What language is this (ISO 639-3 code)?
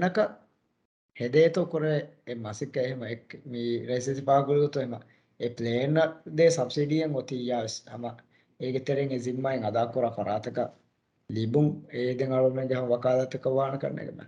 div